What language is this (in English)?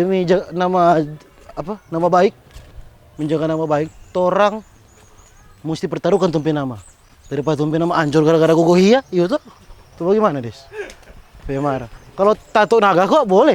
Manado Malay